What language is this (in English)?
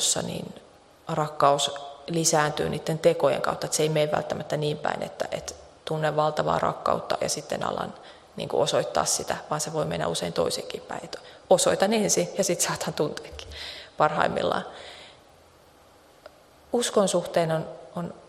Finnish